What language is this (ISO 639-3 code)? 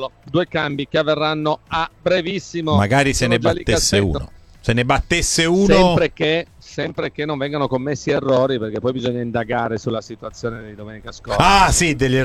ita